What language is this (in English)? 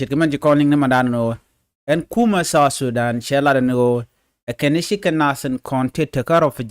Nuer